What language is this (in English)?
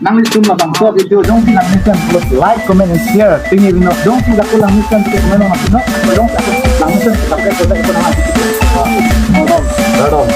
Karbi